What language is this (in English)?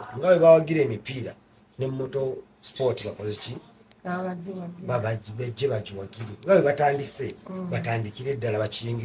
Ganda